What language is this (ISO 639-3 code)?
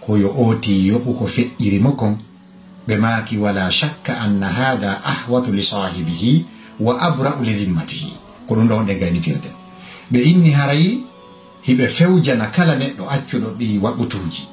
ful